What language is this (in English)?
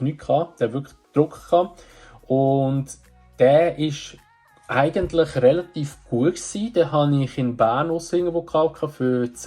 Swiss German